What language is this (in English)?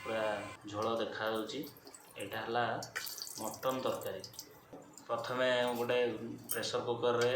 Odia